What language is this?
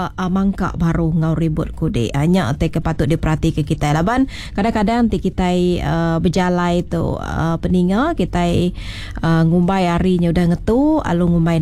Iban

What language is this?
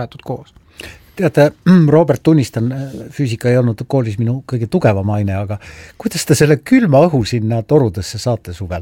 Estonian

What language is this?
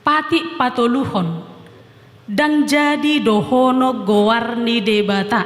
Batak Toba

